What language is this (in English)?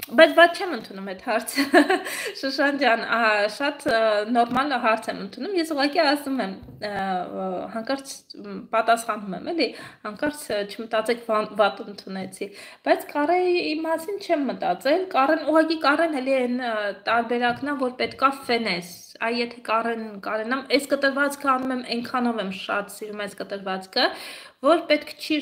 Armenian